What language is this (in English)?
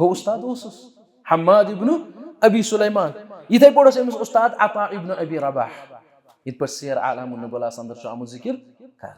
Kashmiri